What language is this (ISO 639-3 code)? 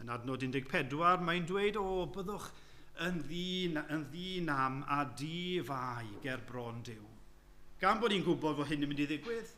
cym